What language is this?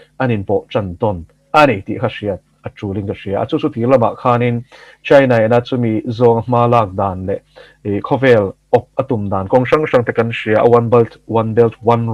Mizo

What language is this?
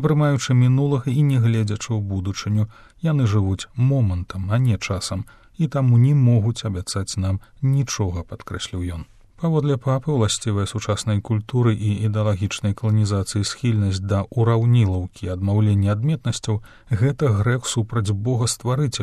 Belarusian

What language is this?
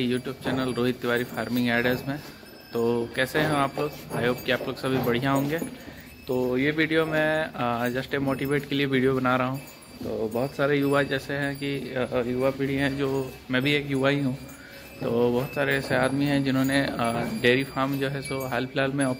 Hindi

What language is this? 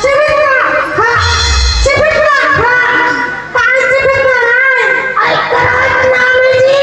Chhattisgarhi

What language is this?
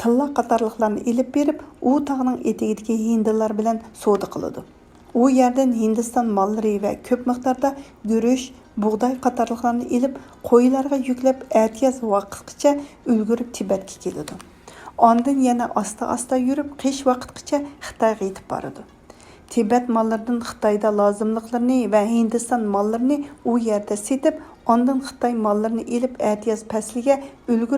Uyghur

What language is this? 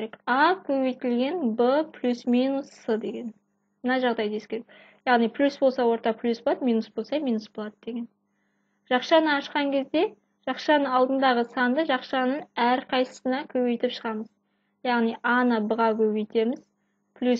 Kazakh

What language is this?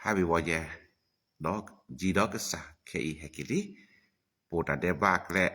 S'gaw Karen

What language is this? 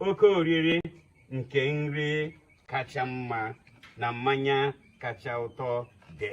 Igbo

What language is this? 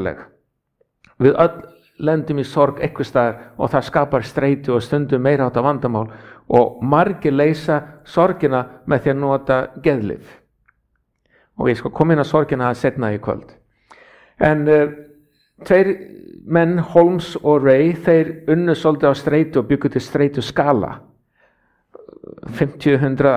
Icelandic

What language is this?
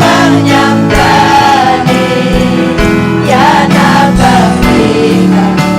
Ayacucho Quechua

